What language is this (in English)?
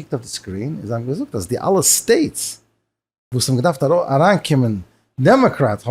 Yiddish